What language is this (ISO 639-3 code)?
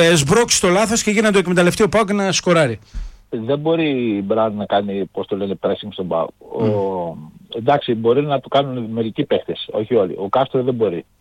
ell